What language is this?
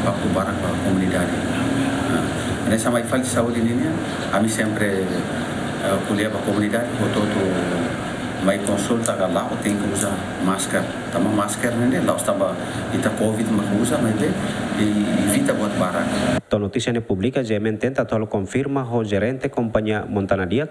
Tetum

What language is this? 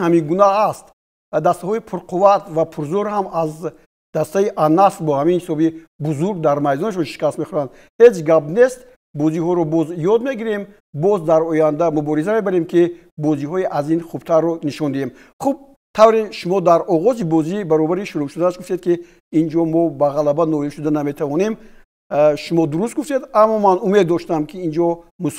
Tajik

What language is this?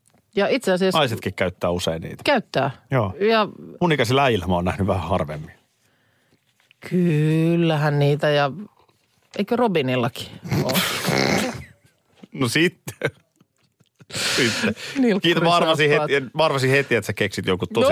Finnish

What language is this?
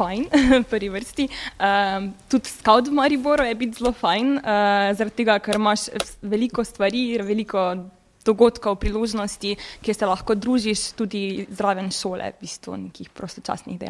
Slovenian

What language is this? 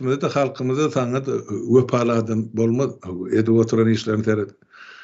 Turkmen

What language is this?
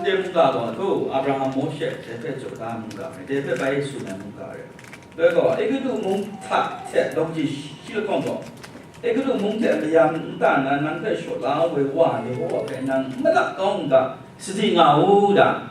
Kachin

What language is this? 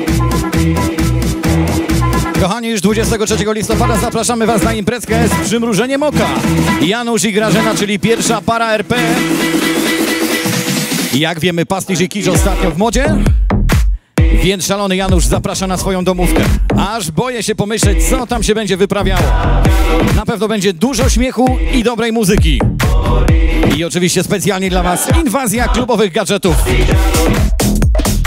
Polish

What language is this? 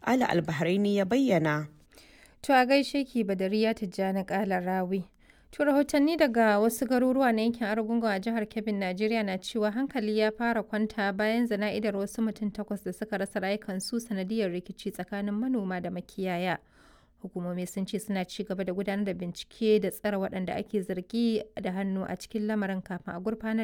Hausa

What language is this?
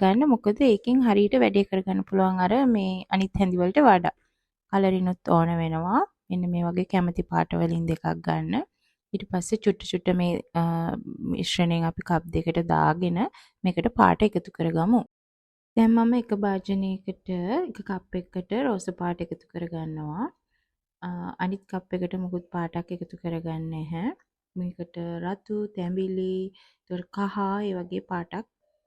Sinhala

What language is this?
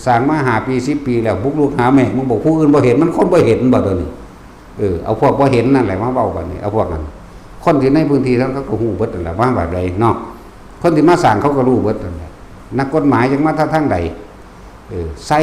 Northeastern Thai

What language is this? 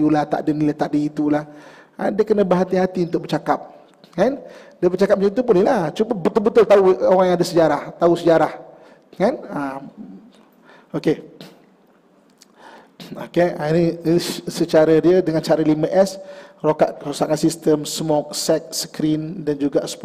Malay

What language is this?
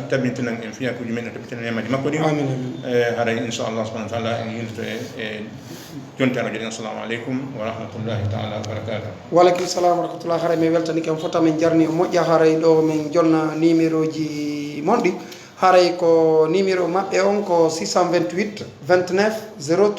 Fula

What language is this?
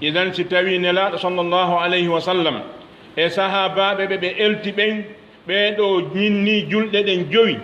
Fula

